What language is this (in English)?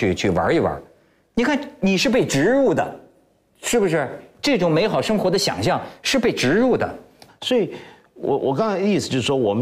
Chinese